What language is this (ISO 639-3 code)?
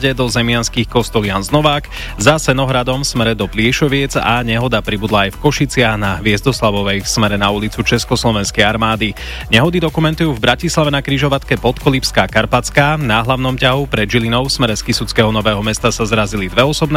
slk